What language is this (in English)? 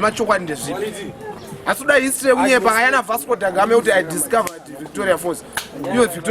Shona